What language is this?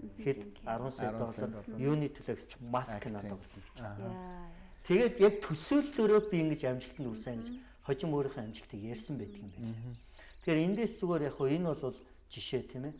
Mongolian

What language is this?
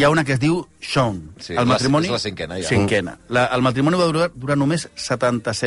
Catalan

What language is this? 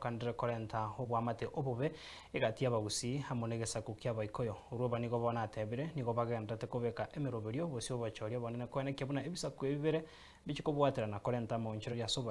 Gusii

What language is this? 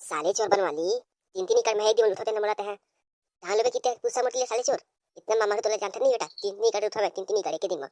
Chhattisgarhi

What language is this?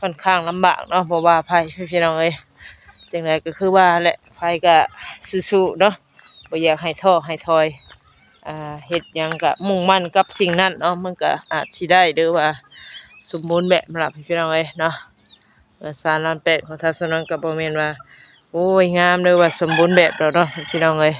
Northeastern Thai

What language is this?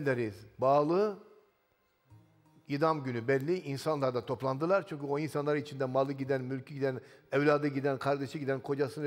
Turkish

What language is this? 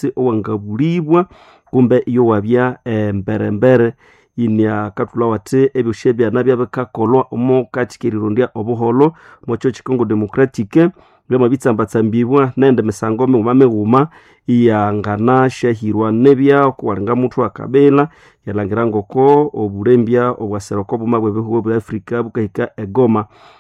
Nande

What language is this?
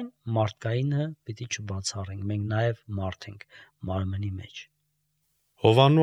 Armenian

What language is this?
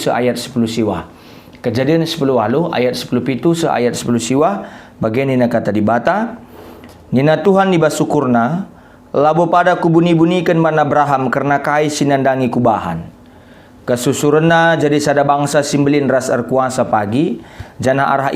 Batak Karo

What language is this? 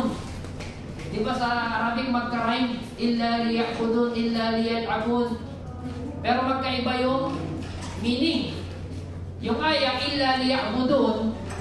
Filipino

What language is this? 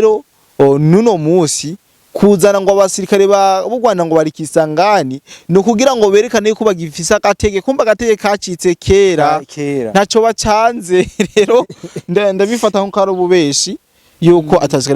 Rundi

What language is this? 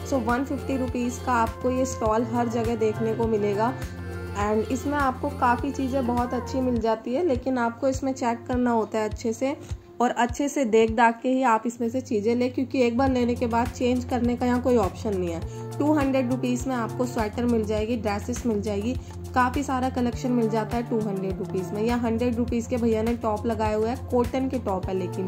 Hindi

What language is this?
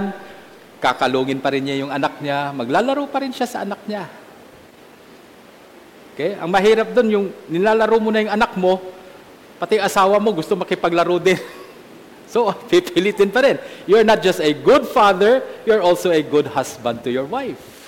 Filipino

